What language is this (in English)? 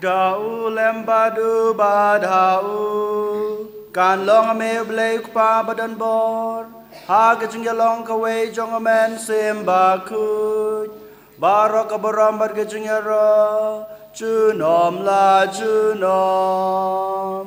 Khasi